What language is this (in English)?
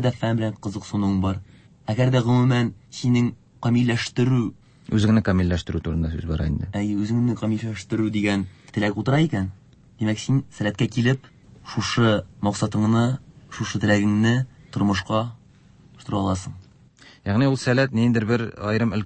Tatar